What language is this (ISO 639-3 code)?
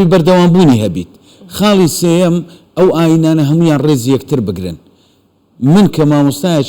ckb